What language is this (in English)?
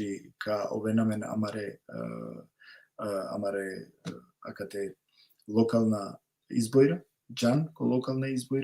Balkan Romani